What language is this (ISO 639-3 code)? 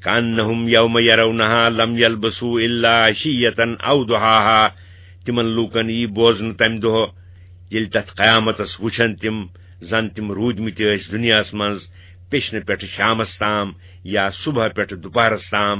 kas